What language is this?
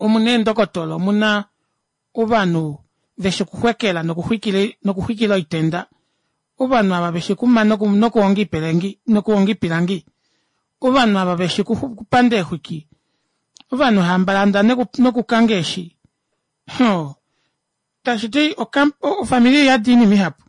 Kuanyama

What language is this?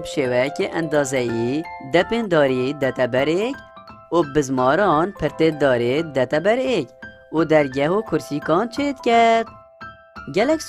Kurdish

